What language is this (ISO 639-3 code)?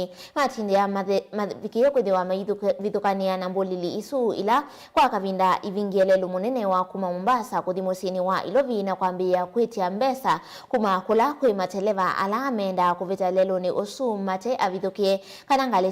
kam